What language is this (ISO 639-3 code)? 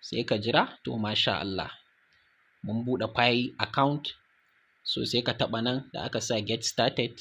hau